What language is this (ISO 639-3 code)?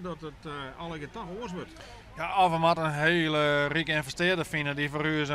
fry